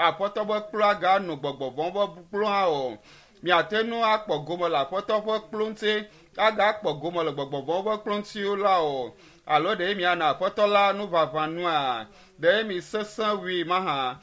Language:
Ewe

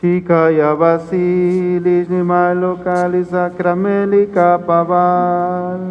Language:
Kekchí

